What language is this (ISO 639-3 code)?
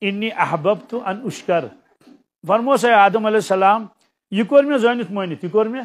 kas